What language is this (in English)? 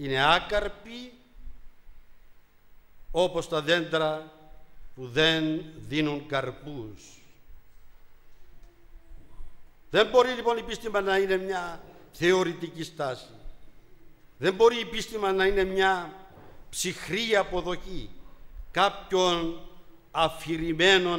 Greek